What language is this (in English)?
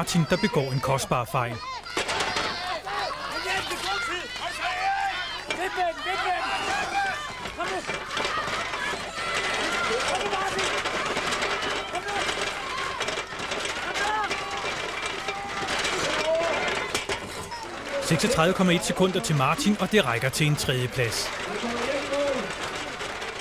Danish